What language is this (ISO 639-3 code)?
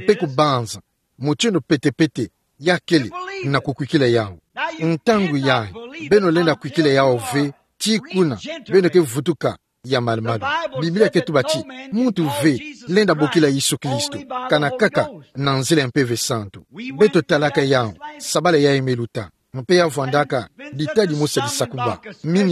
ktu